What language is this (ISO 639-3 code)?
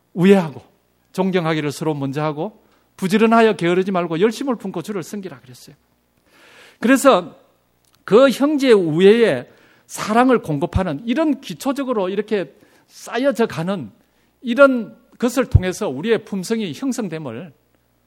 kor